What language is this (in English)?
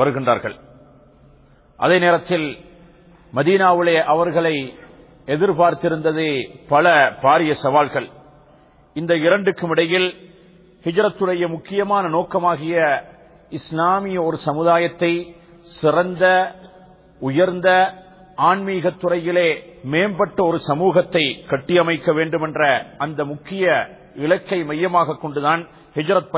Tamil